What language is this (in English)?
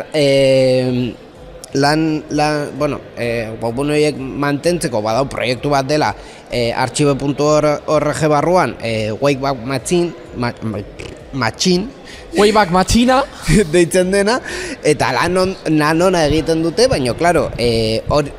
Basque